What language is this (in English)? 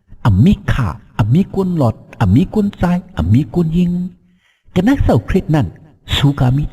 Shan